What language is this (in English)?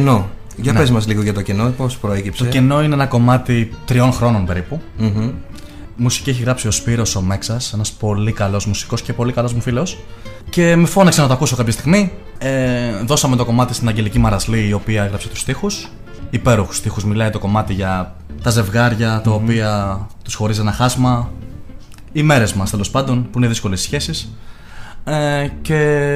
Greek